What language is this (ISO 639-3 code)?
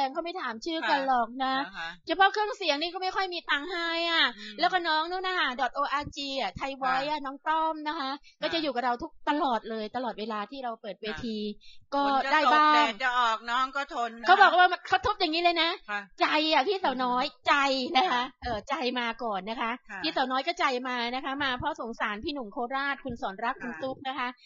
tha